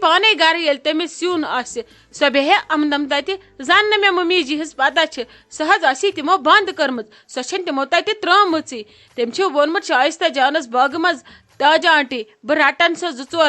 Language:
Kashmiri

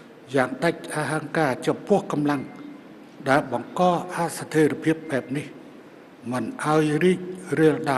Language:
Khmer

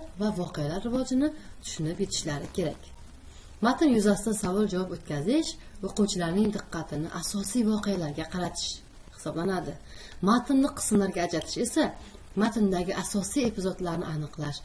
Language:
Uzbek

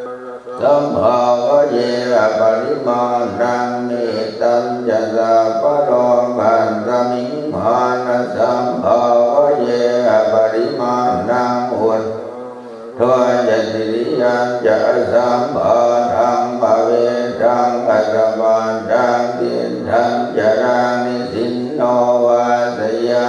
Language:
Pali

